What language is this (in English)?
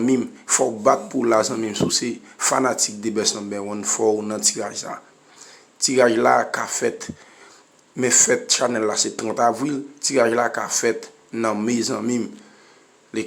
Haitian Creole